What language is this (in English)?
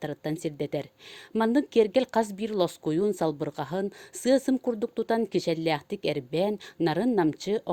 Yakut